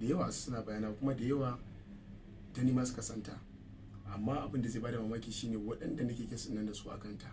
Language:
Hausa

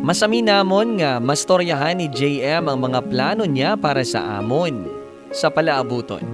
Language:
Hiligaynon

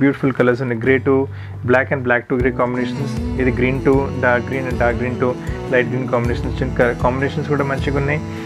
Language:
Telugu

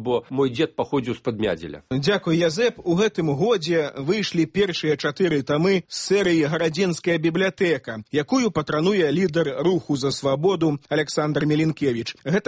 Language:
Belarusian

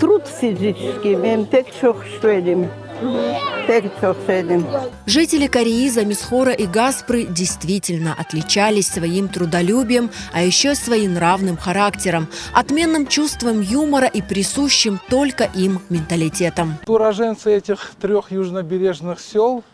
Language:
Crimean Tatar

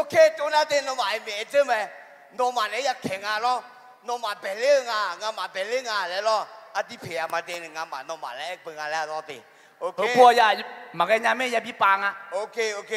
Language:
Akha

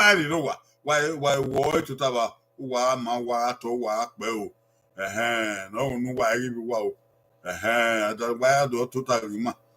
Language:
Bini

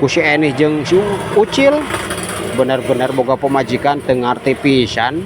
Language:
Sundanese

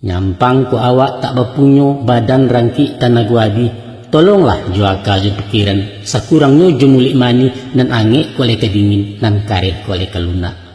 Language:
Minangkabau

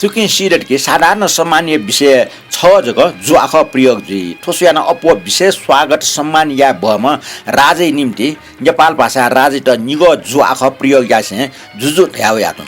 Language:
Newari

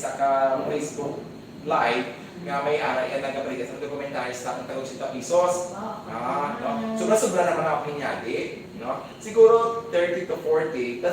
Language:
Hiligaynon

